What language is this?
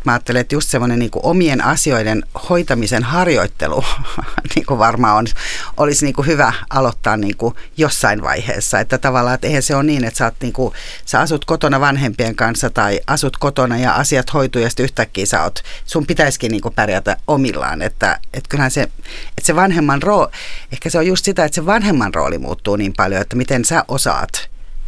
Finnish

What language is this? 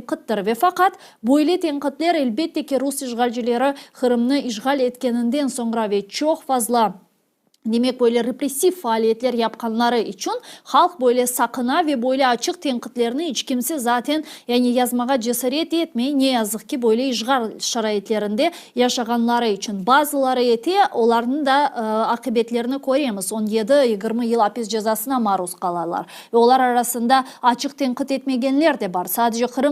Crimean Tatar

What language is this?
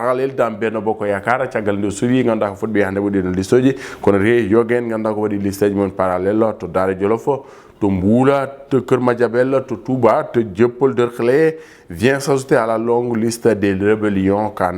Fula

